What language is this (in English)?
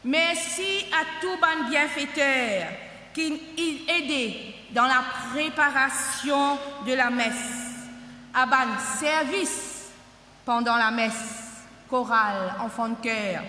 Morisyen